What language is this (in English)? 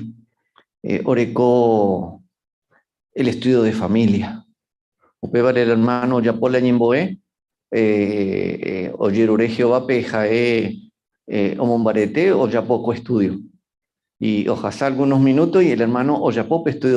Guarani